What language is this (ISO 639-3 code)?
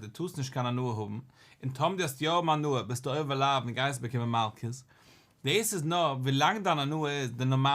yid